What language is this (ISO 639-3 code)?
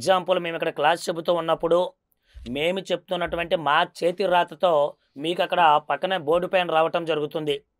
tel